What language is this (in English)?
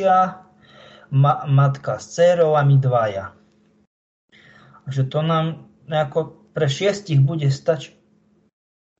Slovak